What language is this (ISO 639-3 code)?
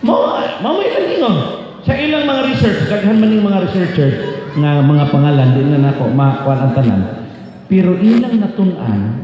ceb